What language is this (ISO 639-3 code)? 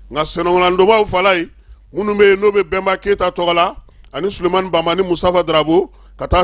bam